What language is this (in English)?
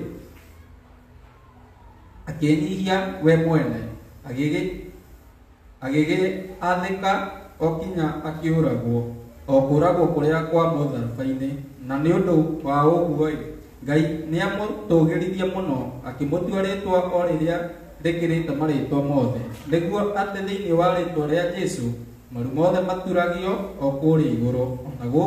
Kikuyu